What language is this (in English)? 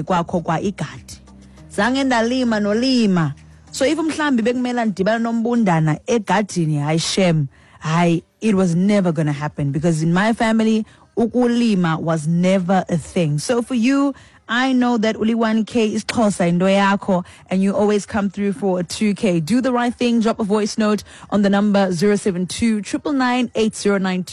Xhosa